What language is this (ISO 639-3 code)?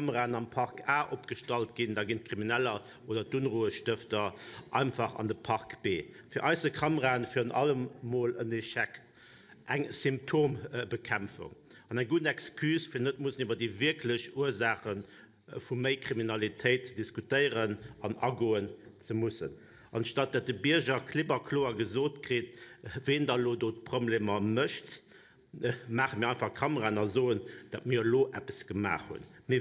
ltz